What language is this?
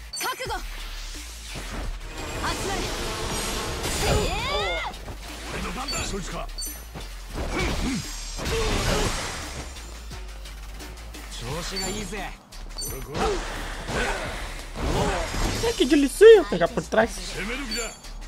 Portuguese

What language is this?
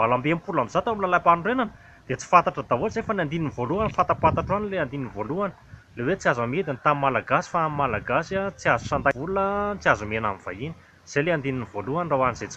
Malagasy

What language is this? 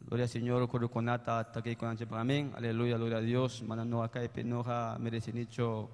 Ayacucho Quechua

